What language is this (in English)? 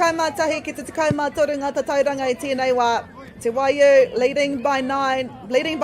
Māori